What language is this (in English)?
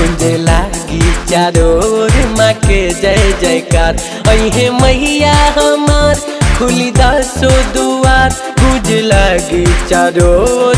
Bhojpuri